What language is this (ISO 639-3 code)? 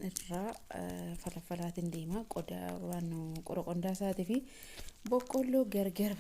orm